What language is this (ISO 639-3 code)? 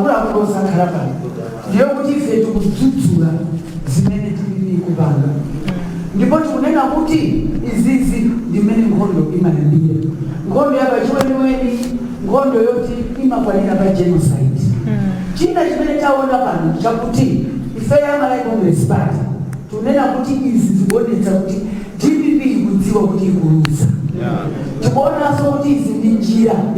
nya